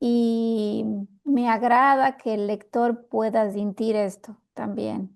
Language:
Ladino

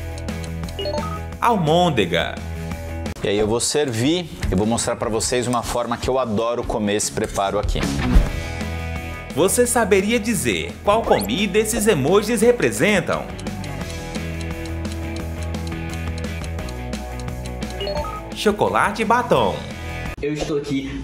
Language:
Portuguese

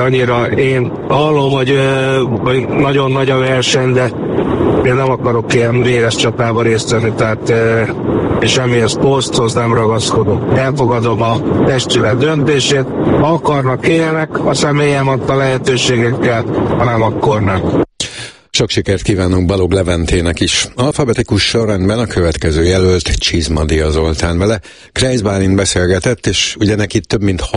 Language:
Hungarian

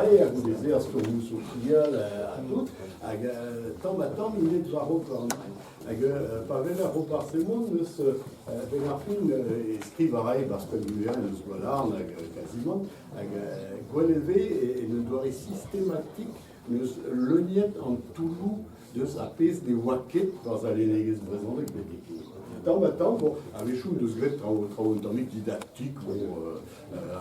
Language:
Breton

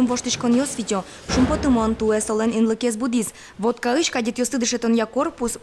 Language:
Udmurt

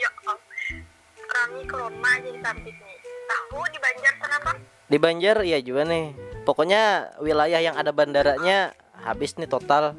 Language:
Banjar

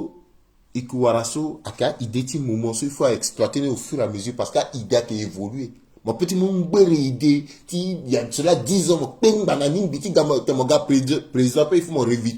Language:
Sango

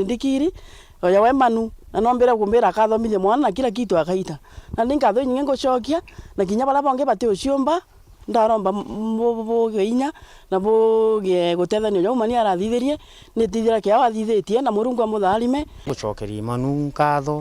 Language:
Meru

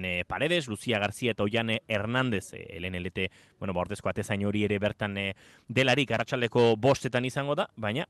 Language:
Basque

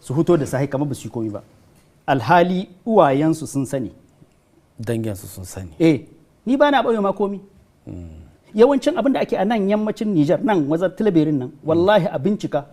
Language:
Hausa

